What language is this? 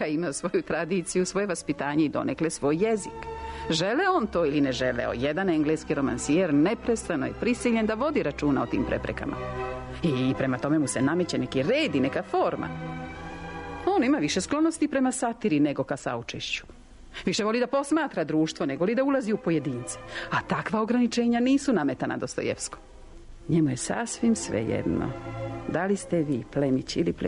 Serbian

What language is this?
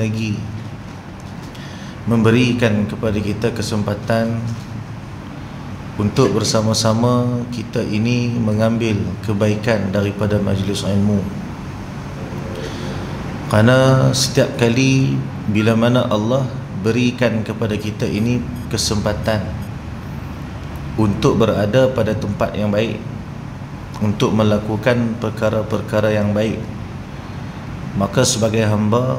Malay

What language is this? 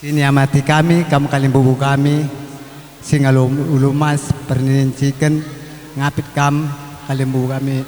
Batak Karo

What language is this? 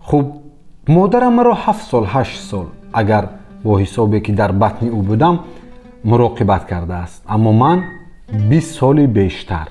Tajik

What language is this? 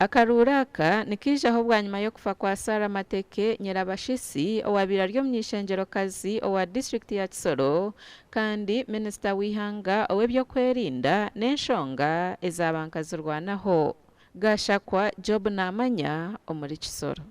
Nyankole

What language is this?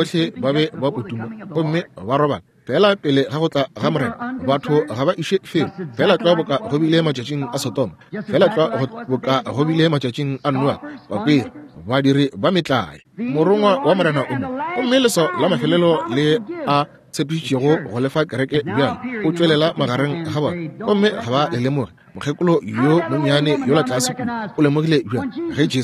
Northern Sotho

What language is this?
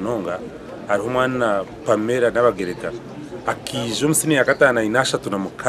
Nyankole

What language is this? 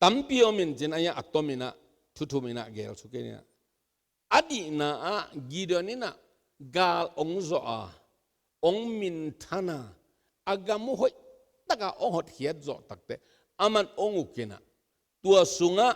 Tedim Chin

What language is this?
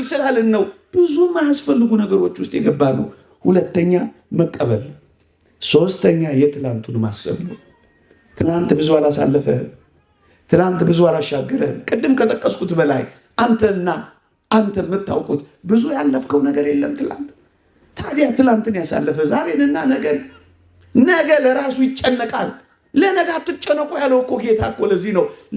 Amharic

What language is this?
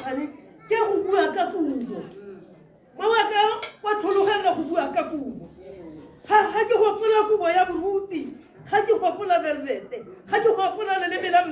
Tswana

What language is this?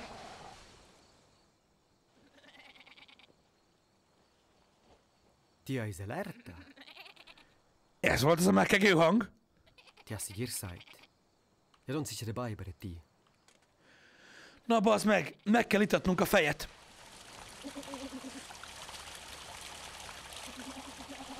Hungarian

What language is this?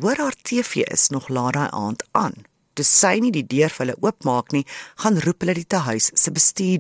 Afrikaans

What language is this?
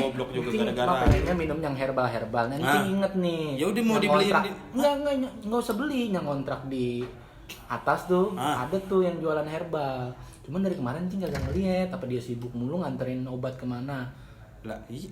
Betawi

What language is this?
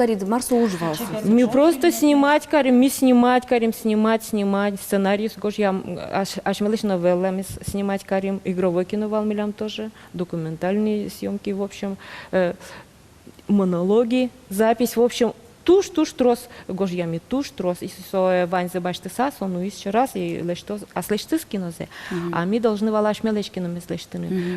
Udmurt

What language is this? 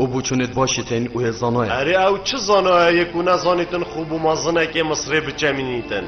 Kurdish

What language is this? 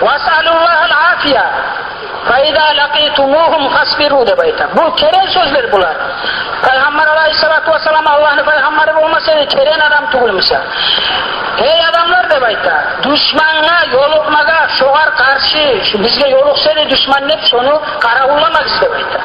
Kumyk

